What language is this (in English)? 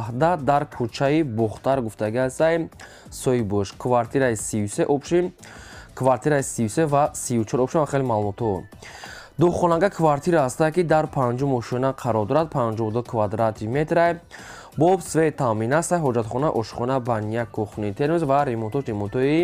Tajik